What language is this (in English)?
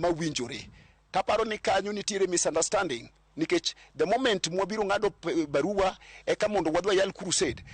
Luo (Kenya and Tanzania)